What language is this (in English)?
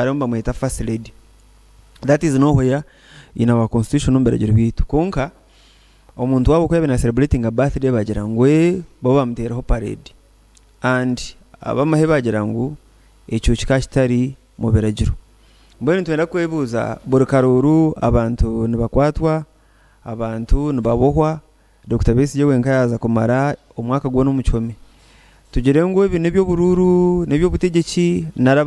Nyankole